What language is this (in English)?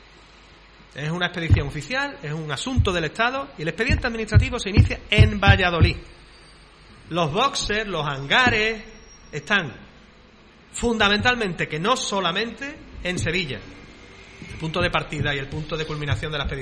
Spanish